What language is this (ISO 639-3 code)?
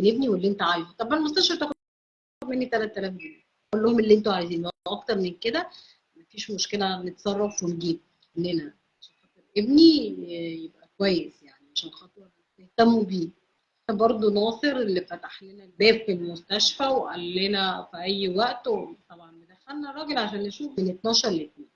arz